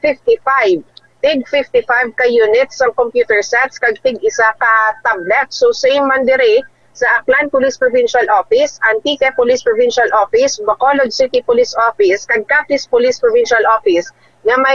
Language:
Hiligaynon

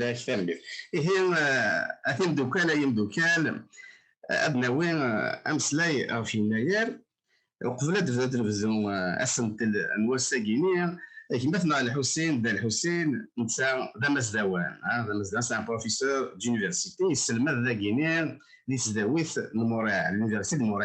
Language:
Kabyle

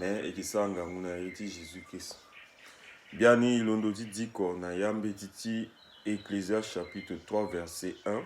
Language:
Sango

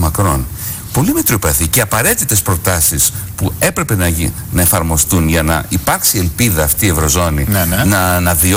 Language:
Greek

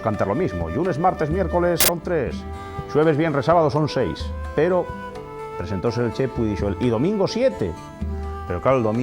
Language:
Asturian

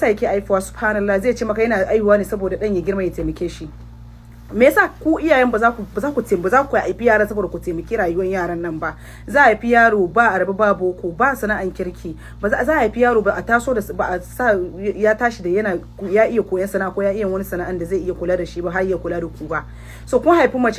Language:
Hausa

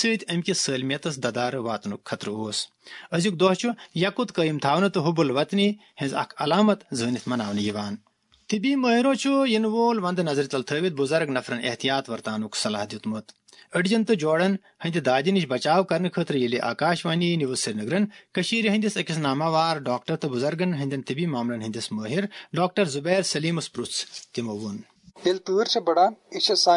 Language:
Kashmiri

